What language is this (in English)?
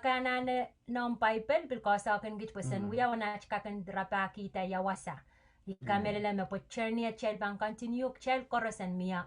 Pohnpeian